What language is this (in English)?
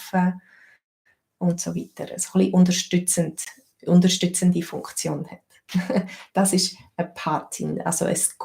Swiss German